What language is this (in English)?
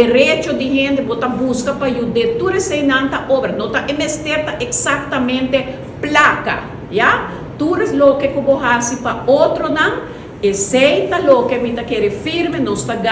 Papiamento